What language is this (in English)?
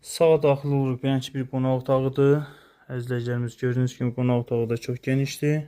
Azerbaijani